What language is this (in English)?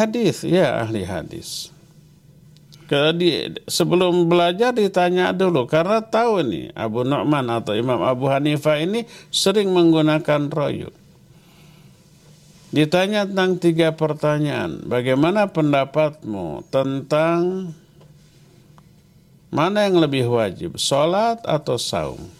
Indonesian